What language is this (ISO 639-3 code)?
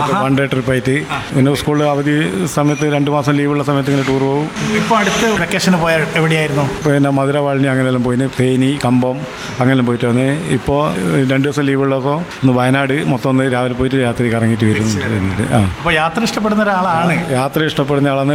mal